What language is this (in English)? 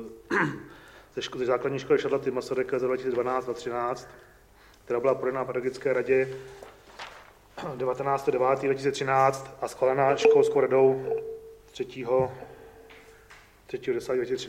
Czech